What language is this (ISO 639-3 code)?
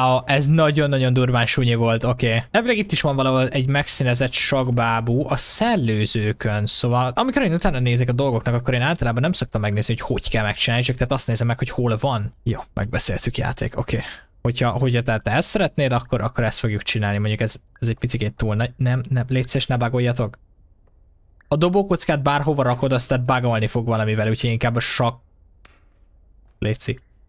hun